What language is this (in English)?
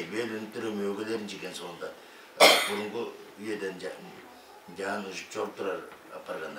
Tuvinian